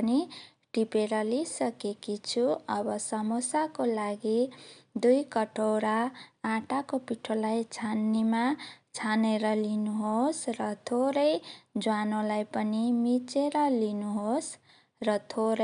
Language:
Nepali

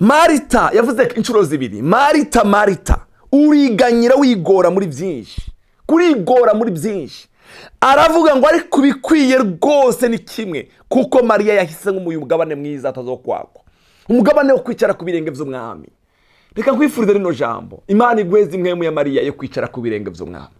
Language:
Rundi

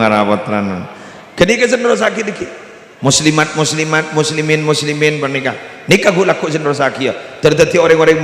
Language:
Madurese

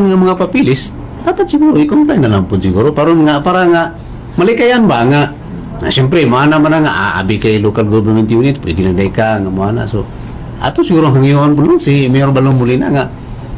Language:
Cebuano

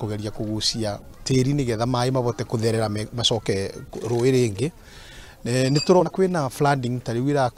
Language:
Kikuyu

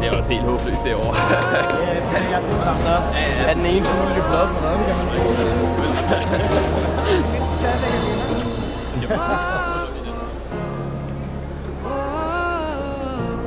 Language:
Danish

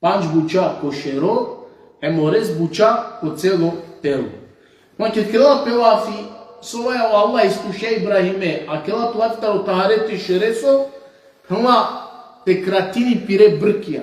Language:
Balkan Romani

